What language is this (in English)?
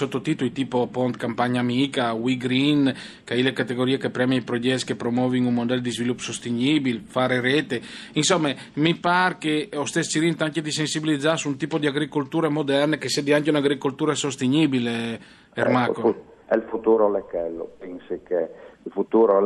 Friulian